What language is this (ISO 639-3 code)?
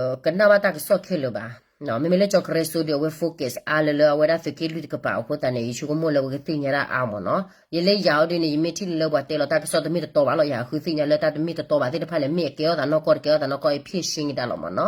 ksw